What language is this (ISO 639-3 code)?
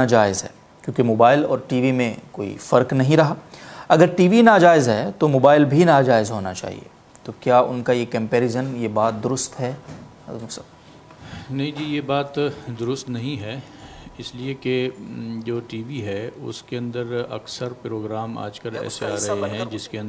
urd